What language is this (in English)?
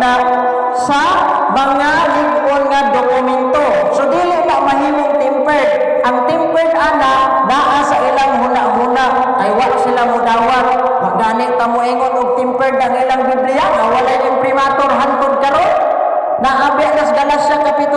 Cebuano